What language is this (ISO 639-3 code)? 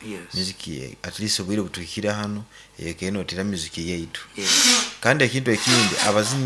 nyn